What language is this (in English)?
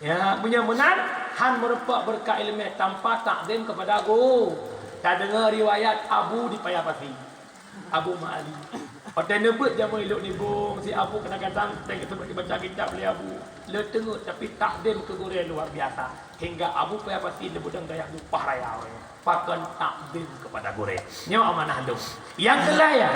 Achinese